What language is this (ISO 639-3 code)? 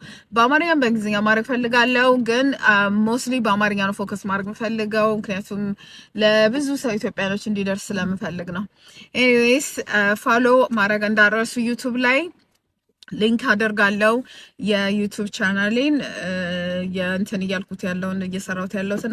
amh